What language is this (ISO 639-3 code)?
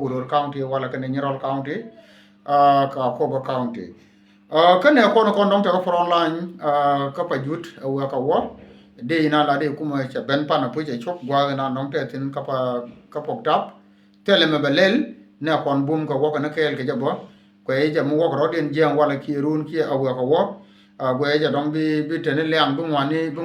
nus